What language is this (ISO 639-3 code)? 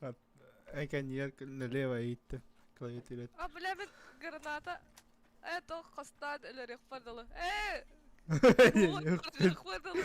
sah